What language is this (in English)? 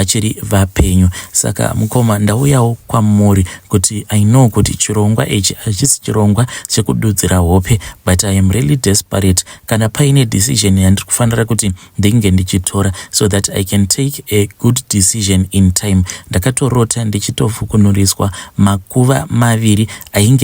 Shona